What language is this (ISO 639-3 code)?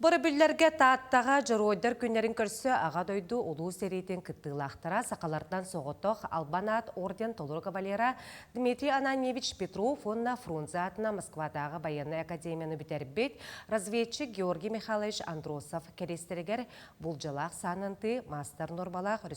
sah